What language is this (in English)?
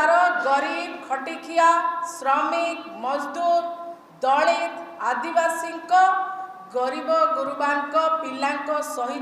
Odia